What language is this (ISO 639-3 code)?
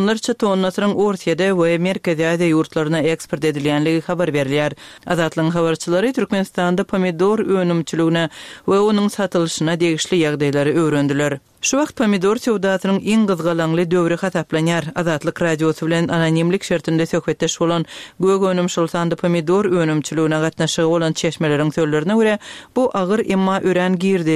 tuk